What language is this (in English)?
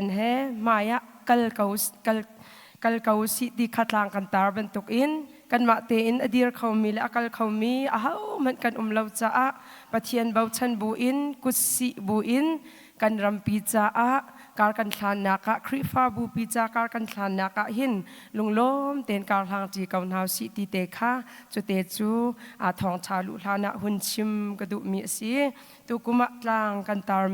Hakha Chin